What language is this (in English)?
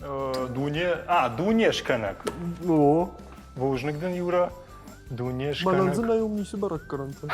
Ossetic